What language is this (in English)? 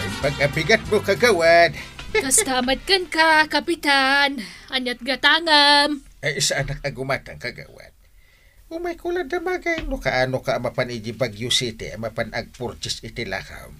Iloko